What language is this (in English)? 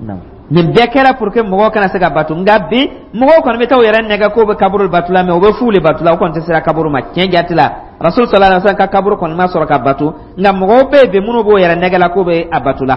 Dyula